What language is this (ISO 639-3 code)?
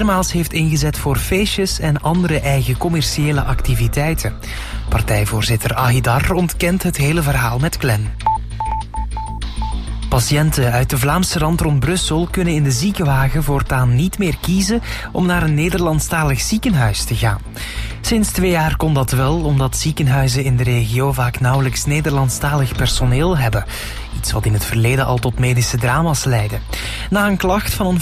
nld